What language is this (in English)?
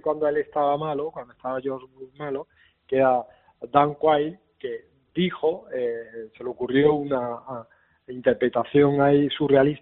Spanish